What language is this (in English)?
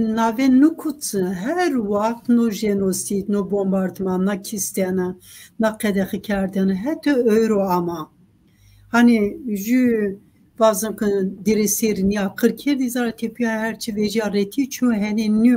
Zaza